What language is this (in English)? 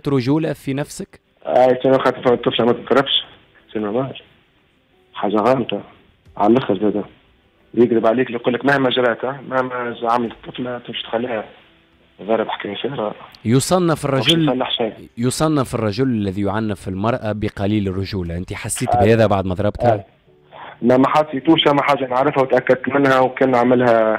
Tunisian Arabic